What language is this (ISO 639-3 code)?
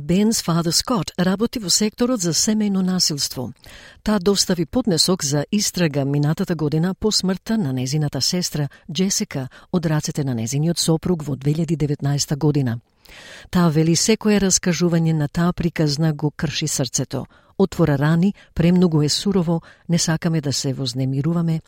mkd